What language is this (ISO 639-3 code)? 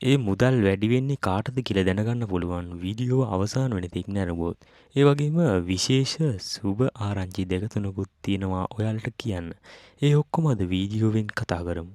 sin